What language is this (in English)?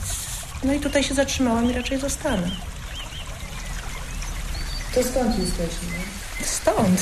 Polish